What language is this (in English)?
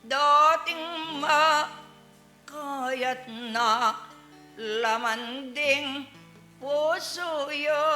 Pampanga